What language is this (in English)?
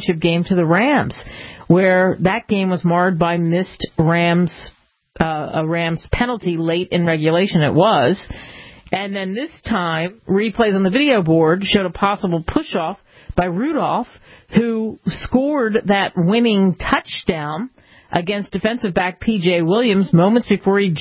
English